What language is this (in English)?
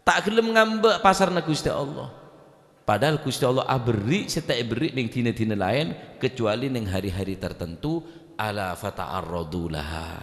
Madurese